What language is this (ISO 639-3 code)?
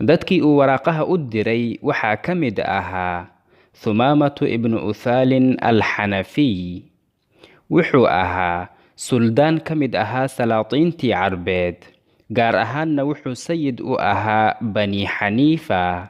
som